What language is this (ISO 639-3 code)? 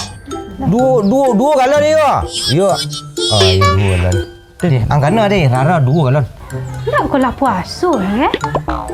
min